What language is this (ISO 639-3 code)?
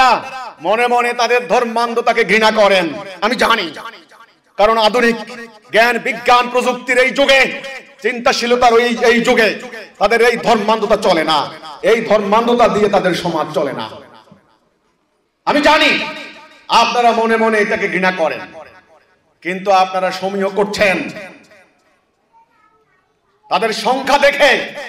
ben